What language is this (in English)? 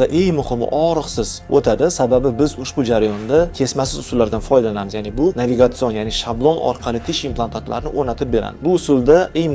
Uzbek